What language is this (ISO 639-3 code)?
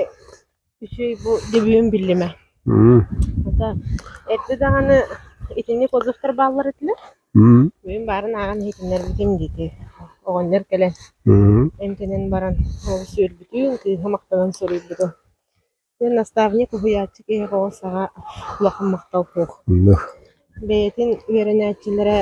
sah